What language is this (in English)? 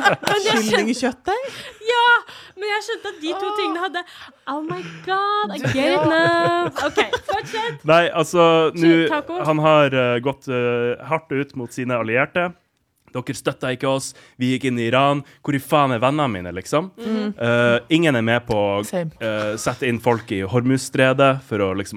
Norwegian